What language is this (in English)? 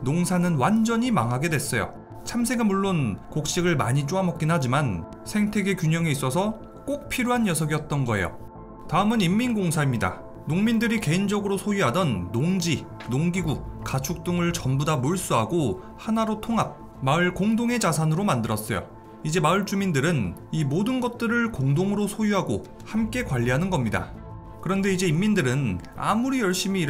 Korean